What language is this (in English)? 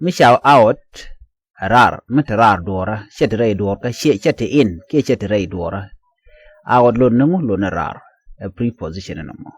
Nuer